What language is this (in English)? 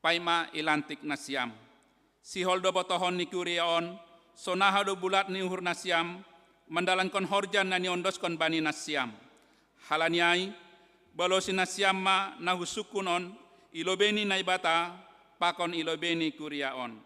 Batak Simalungun